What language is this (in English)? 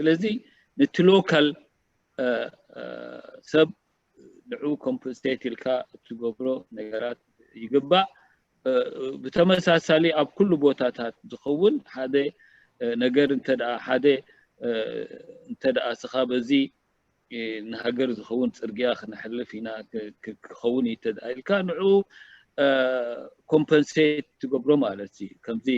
Tigrinya